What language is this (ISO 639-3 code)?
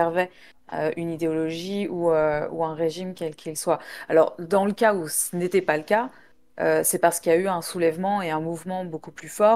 fra